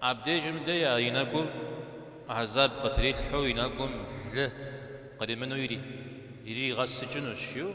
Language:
Kabardian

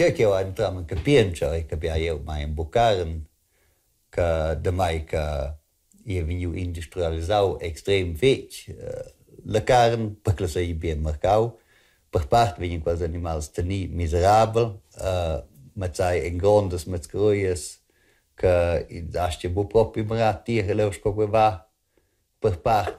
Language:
Romansh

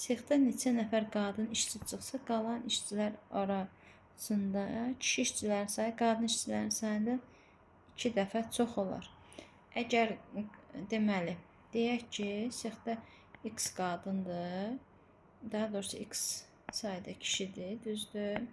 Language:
Azerbaijani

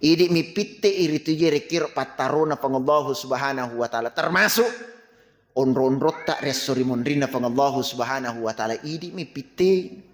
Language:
Buginese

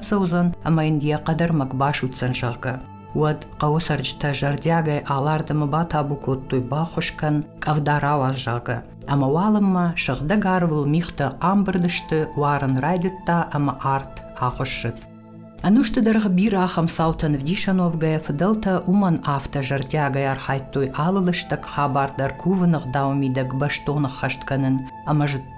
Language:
Ossetic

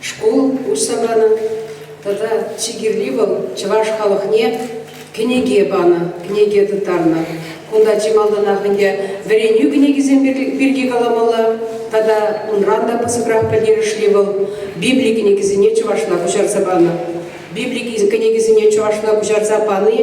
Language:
Chuvash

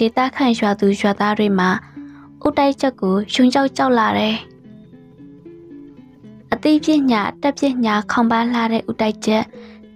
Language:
Burmese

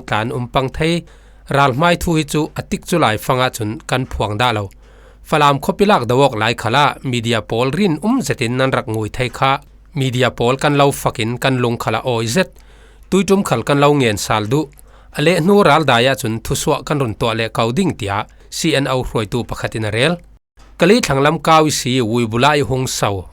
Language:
Falam Chin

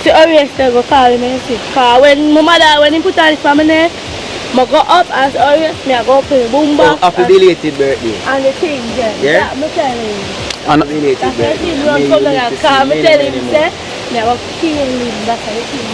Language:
Jamaican Creole English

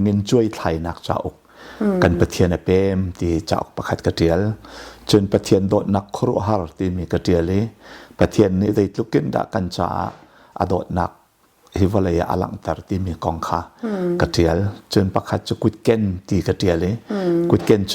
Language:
Hakha Chin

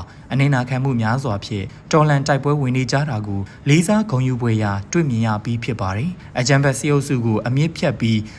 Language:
Burmese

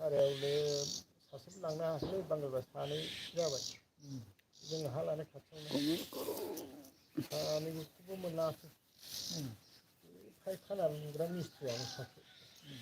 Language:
Bodo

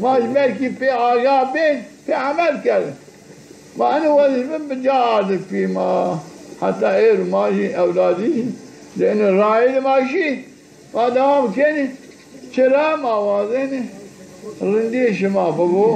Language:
Zaza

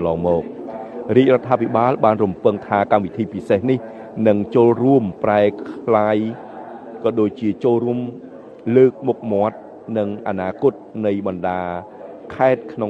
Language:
Khmer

